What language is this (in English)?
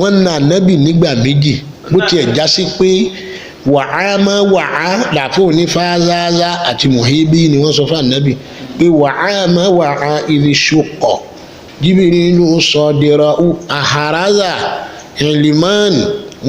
Yoruba